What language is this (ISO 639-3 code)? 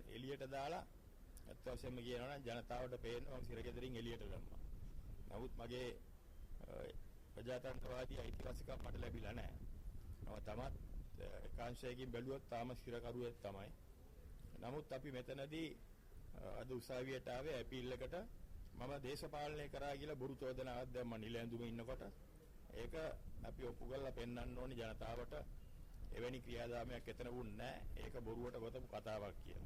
sin